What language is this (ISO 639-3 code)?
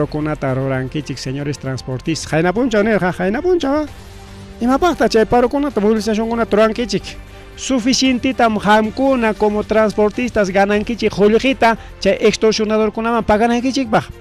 quy